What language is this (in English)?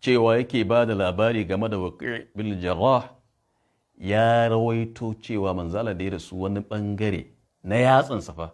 Hausa